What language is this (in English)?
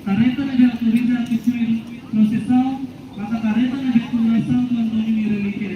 Tetum